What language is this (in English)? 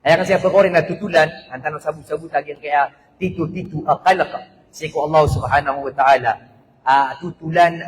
Maranao